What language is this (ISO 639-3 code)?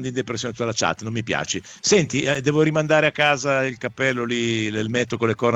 ita